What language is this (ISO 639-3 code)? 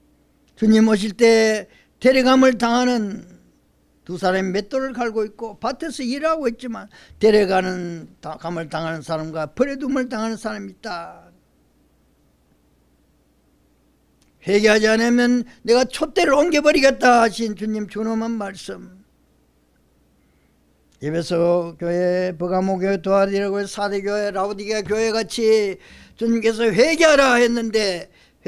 kor